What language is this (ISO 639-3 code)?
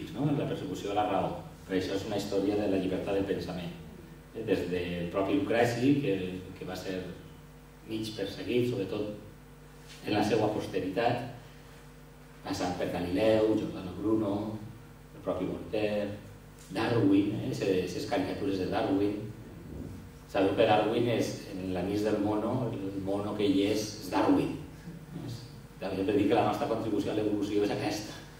cat